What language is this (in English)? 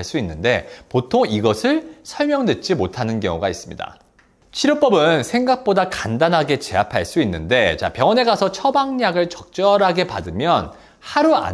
Korean